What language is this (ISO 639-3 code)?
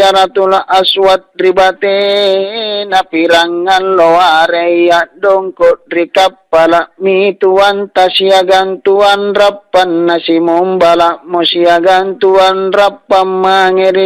mak